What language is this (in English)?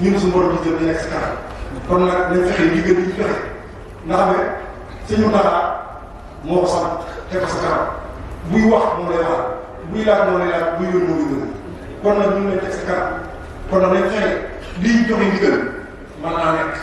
Wolof